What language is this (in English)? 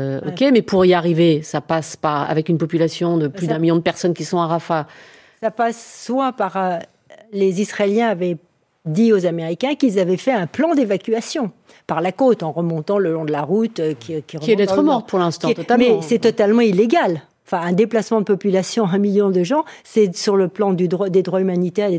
French